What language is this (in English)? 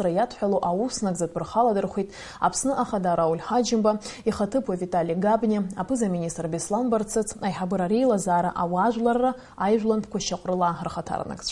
Abkhazian